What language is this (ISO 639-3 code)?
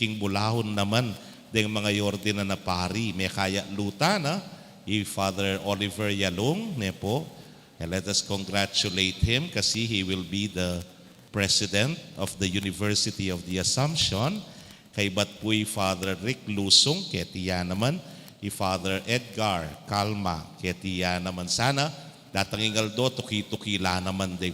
pam